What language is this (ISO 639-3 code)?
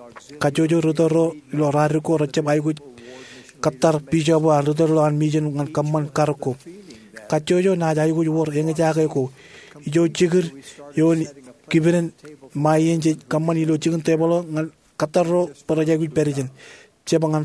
mah